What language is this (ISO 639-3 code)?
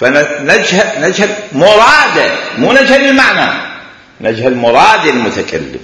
acm